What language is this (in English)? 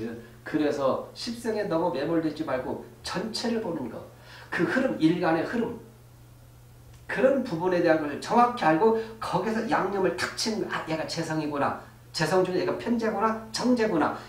Korean